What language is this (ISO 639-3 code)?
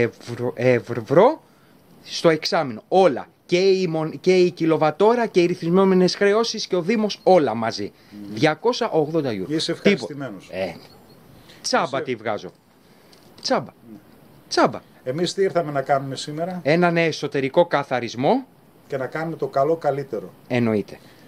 ell